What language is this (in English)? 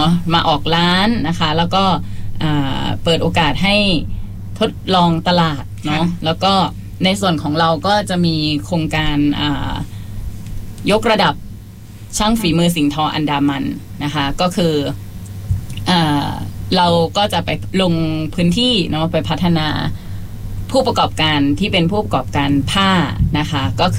Thai